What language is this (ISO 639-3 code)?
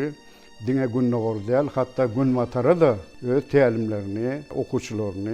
tuk